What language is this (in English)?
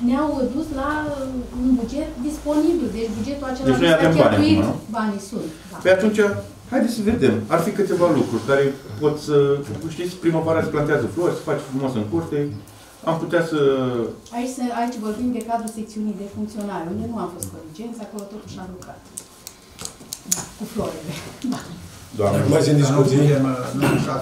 Romanian